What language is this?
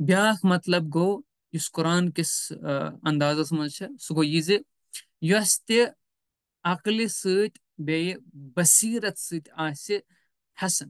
Kashmiri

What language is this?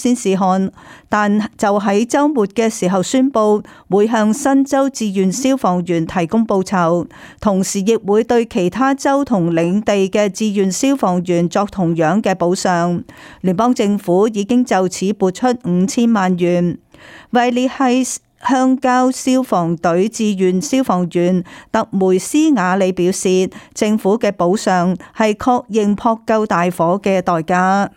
Cantonese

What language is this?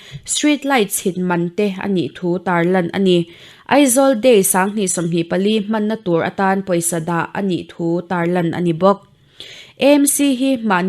Mizo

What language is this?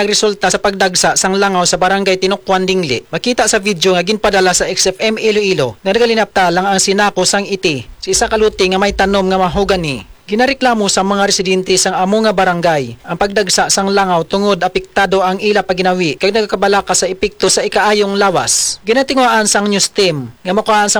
Hiligaynon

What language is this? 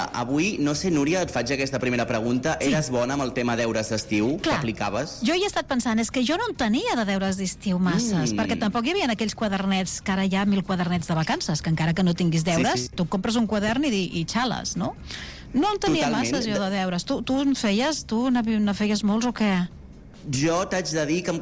Catalan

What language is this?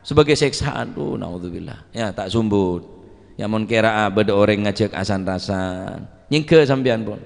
Madurese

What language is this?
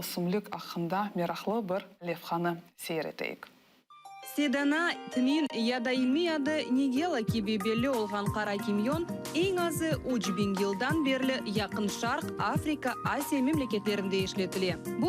Crimean Tatar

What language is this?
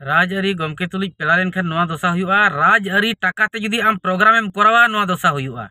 Santali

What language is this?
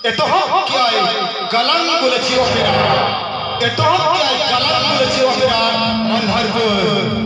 Santali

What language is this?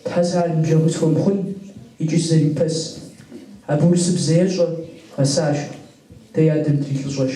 Kabardian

